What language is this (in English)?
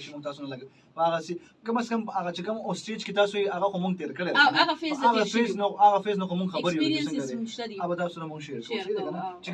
Pashto